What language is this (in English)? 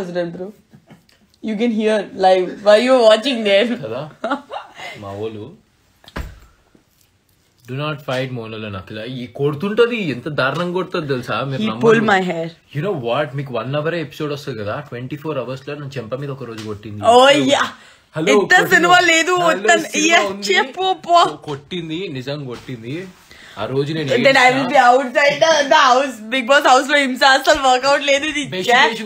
Telugu